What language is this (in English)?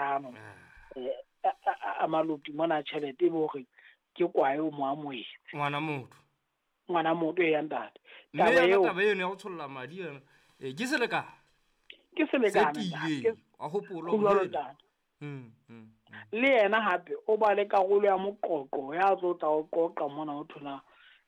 Southern Sotho